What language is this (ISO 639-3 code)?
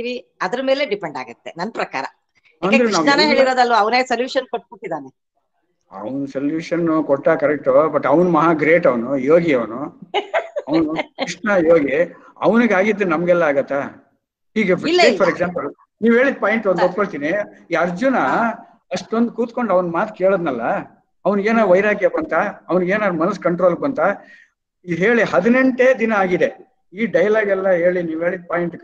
kan